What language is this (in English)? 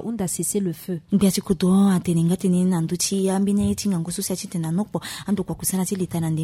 Sango